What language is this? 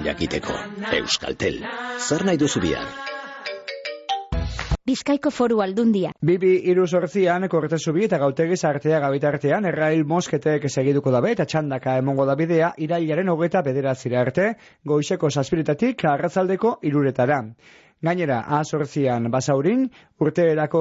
Basque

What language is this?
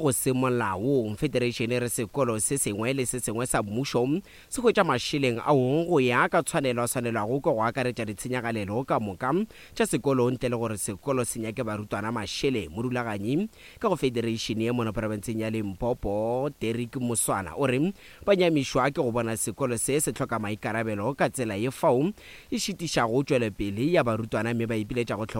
Northern Sotho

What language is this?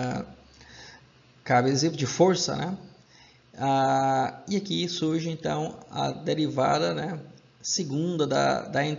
Portuguese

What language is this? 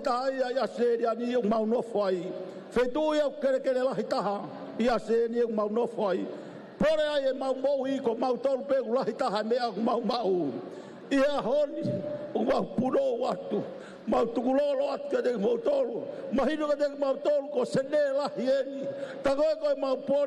Tongan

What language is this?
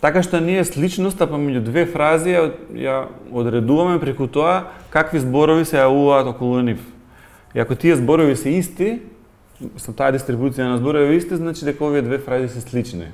Macedonian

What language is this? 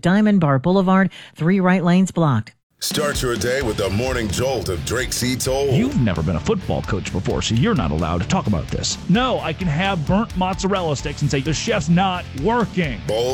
English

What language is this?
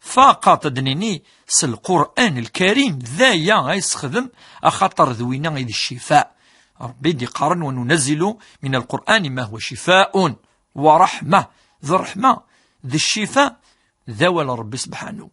Kabyle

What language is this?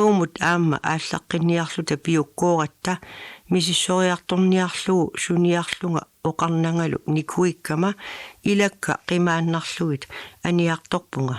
Kalaallisut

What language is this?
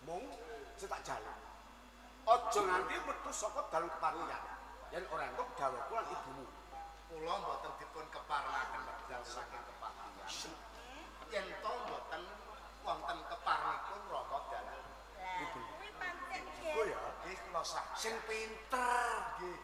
Javanese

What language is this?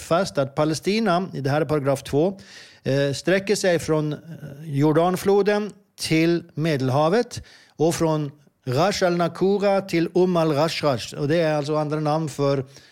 Swedish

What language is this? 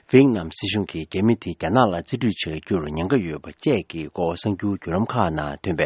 Tibetan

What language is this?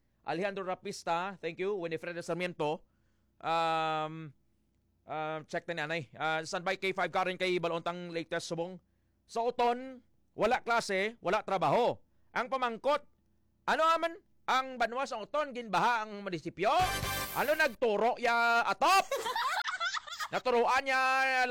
Hiligaynon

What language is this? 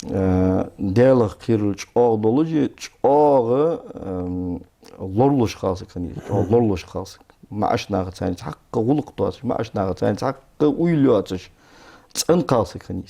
Ingush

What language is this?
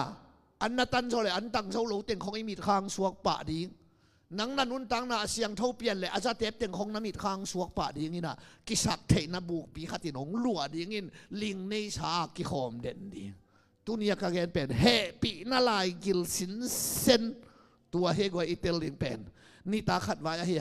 Tedim Chin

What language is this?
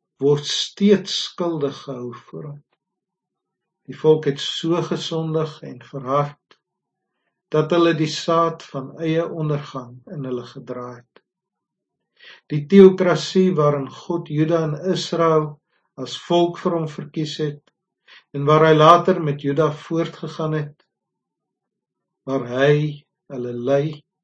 Afrikaans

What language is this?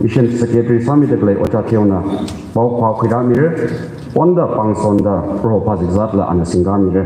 Tangkhul Naga (India)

